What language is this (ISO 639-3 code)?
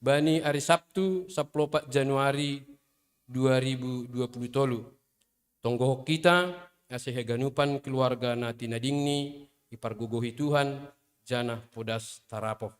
bts